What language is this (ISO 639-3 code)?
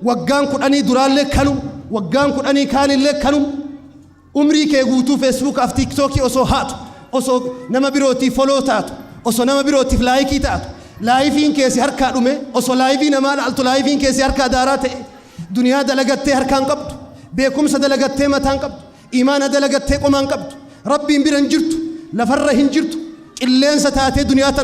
orm